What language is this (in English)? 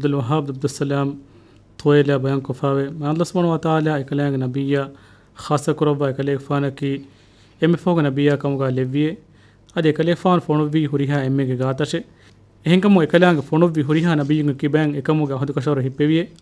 Divehi